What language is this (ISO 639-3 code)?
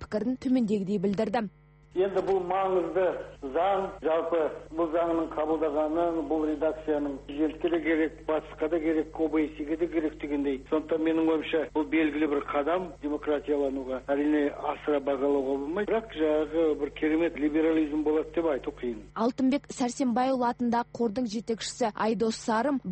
kaz